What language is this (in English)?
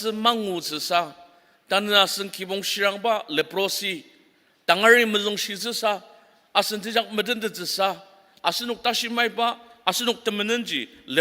Ao Naga